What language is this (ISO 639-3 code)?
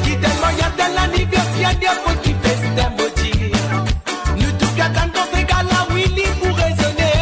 mfe